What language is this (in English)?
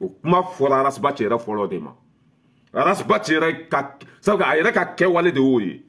Bambara